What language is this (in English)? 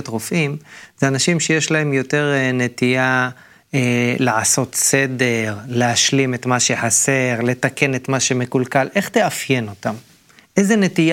Hebrew